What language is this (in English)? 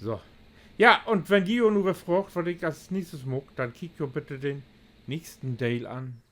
Low German